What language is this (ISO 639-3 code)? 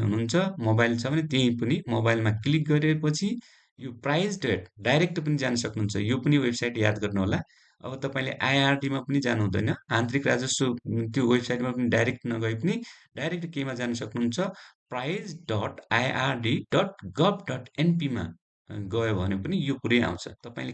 nep